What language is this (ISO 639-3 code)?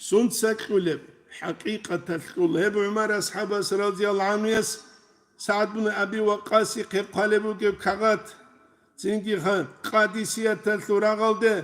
ava